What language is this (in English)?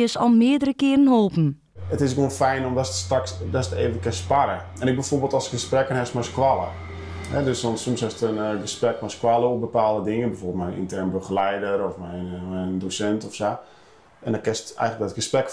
Western Frisian